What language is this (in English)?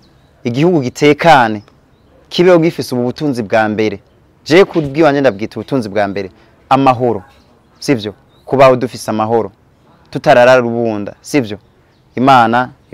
Rundi